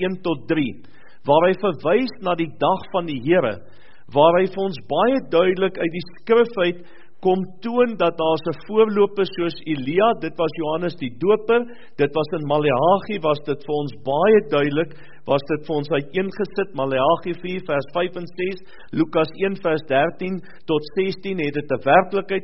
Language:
Afrikaans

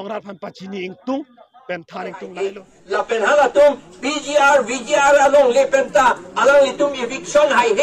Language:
Karbi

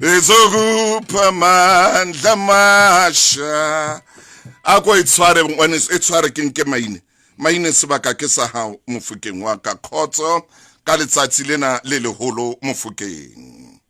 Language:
Southern Sotho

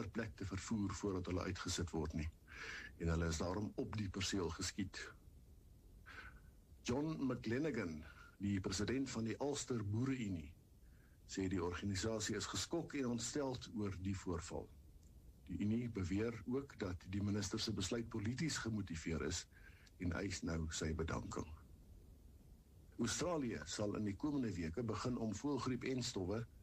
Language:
Afrikaans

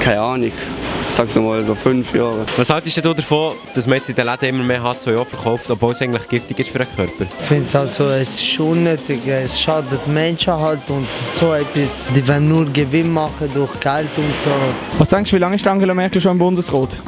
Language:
Swiss German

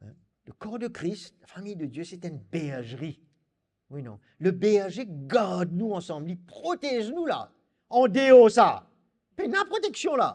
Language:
Morisyen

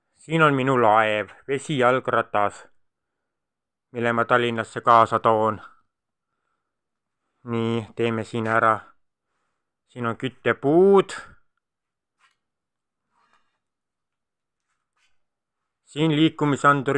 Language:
Estonian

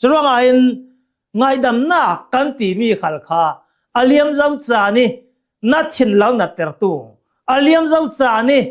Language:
Hakha Chin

